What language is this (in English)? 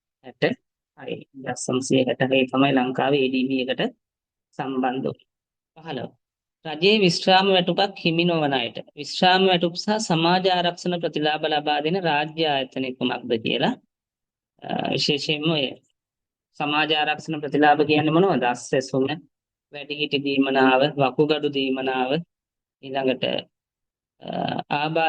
Sinhala